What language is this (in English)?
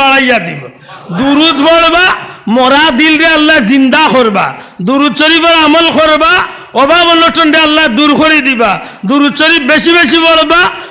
Sylheti